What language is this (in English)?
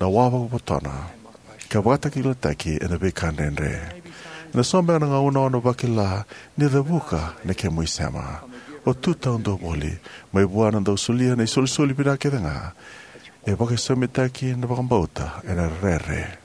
Fijian